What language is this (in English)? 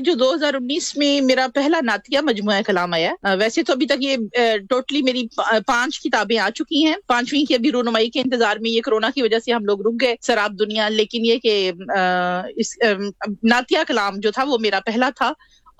Urdu